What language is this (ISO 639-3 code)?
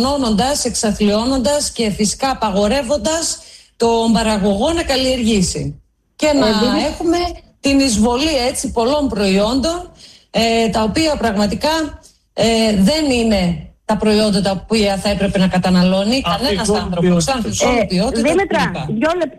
ell